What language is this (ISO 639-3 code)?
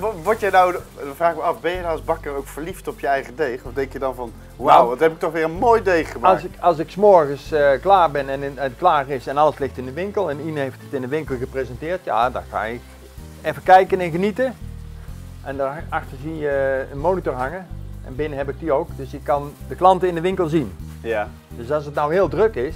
nld